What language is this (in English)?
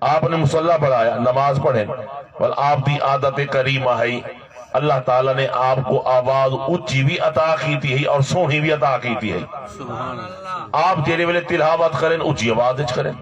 Saraiki